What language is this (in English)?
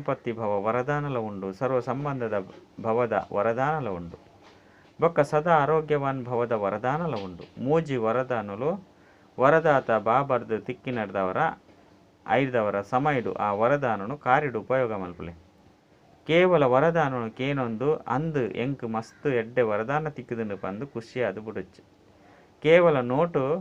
Tulu